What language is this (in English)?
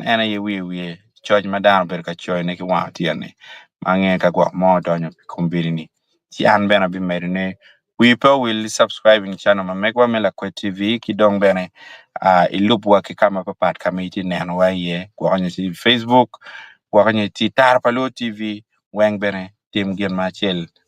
Acoli